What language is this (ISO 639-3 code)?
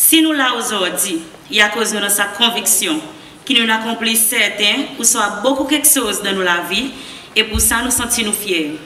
crs